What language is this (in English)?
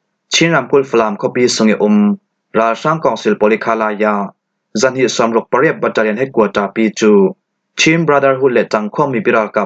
Falam Chin